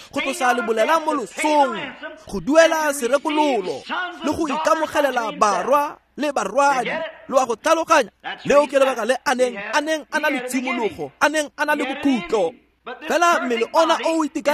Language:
Tswana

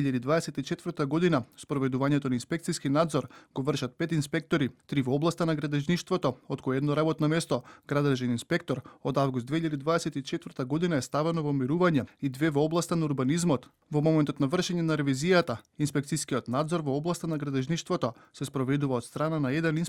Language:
Macedonian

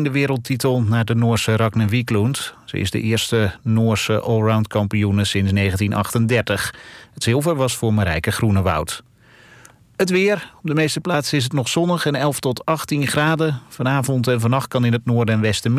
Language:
Dutch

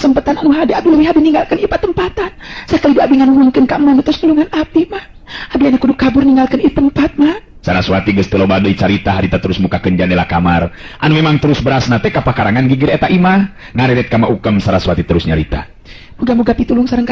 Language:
Sundanese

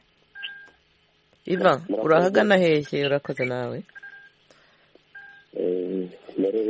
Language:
Kinyarwanda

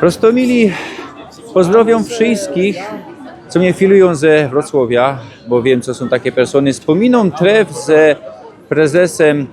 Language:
Silesian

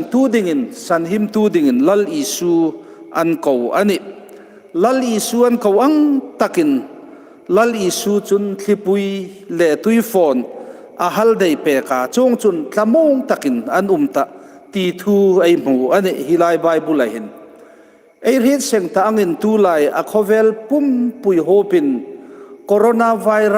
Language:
Hmar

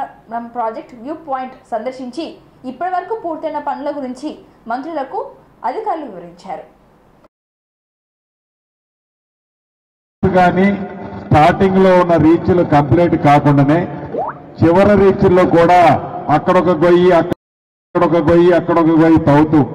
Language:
Telugu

